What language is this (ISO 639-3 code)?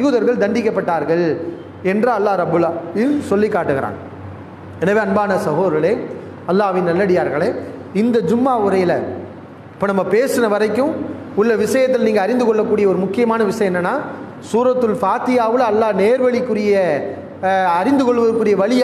tam